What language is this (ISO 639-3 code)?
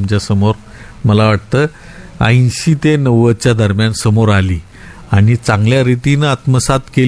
mar